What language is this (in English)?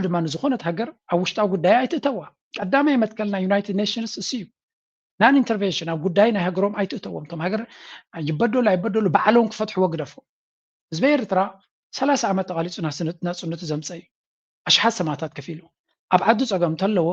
Tigrinya